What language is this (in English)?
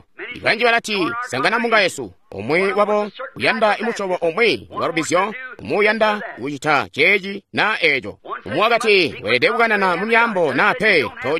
Tonga (Zambia)